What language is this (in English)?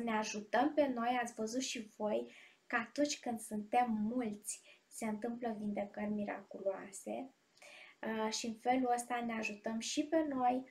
Romanian